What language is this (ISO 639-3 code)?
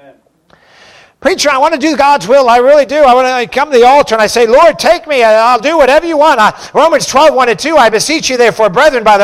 eng